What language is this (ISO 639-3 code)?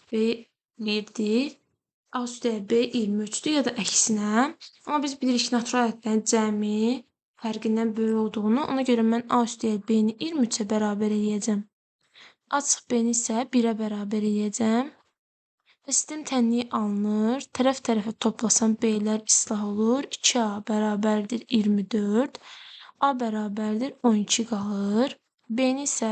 aze